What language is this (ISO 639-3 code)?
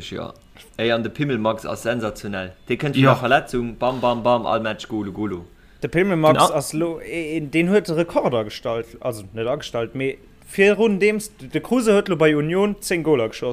ltz